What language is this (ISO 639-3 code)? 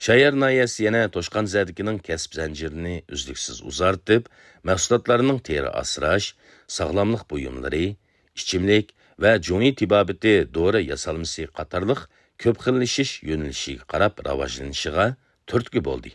uig